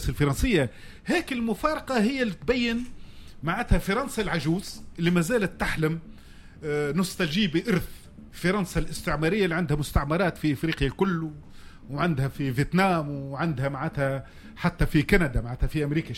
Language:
Tunisian Arabic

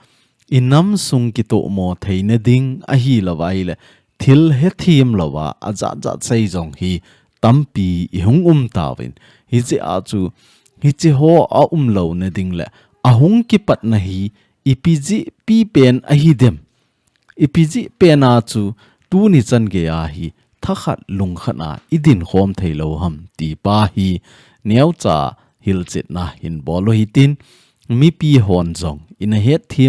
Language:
Thado Chin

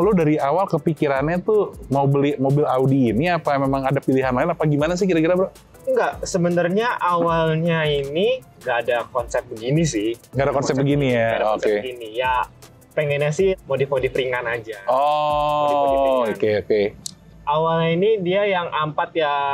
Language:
Indonesian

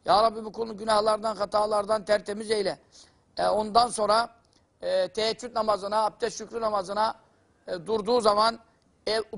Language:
Turkish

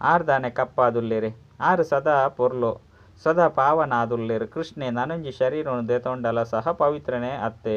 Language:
Tulu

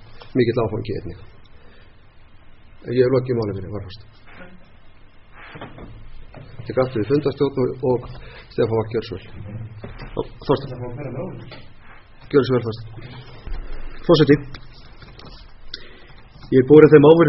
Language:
Icelandic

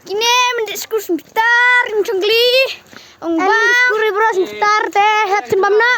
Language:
Khasi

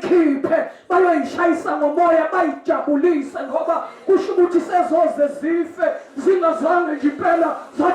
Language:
Zulu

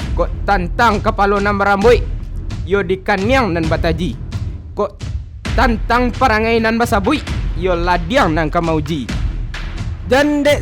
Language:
Minangkabau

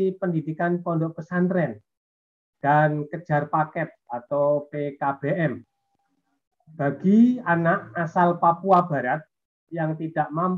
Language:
Indonesian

